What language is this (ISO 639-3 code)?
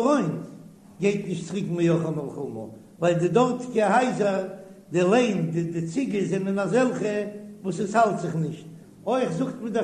yid